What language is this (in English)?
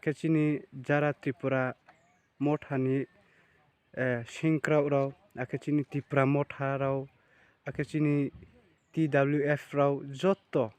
Riang (India)